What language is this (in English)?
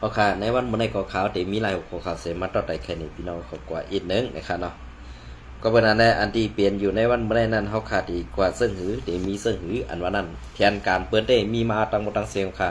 Shan